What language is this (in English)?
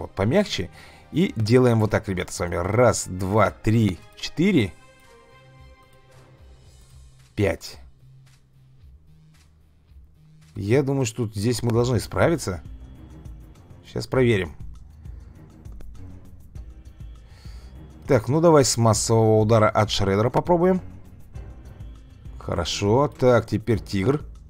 Russian